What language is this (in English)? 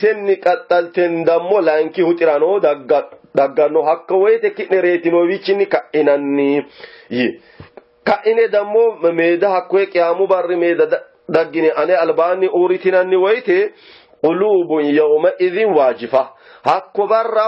Sidamo